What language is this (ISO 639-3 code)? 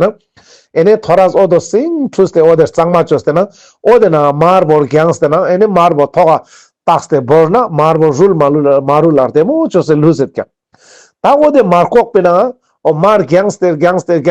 lbj